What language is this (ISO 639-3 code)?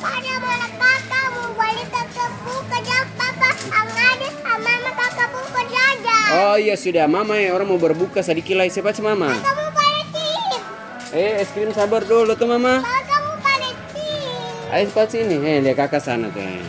abs